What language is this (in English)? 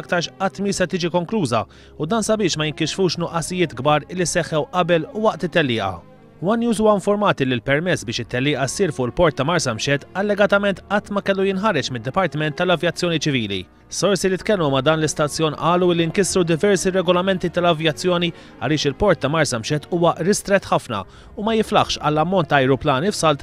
Maltese